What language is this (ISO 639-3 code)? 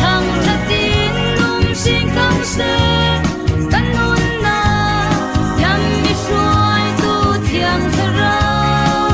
cfm